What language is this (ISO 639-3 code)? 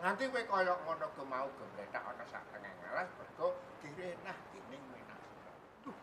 jav